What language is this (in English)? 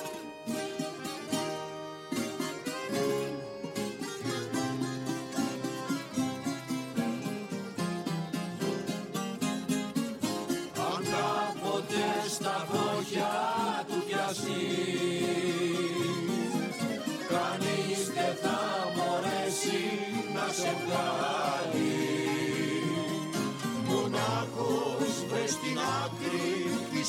Greek